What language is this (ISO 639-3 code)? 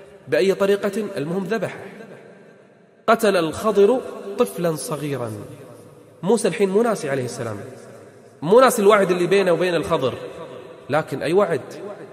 ara